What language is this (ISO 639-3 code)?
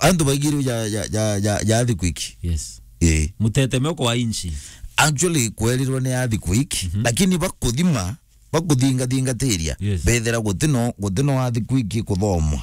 mer